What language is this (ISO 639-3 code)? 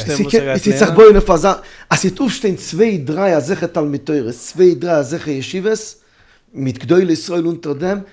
yid